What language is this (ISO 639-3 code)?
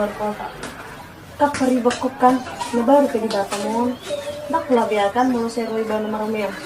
bbc